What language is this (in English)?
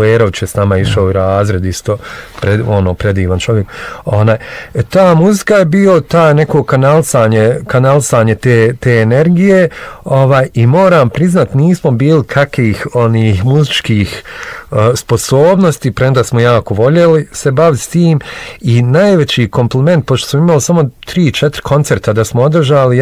Bosnian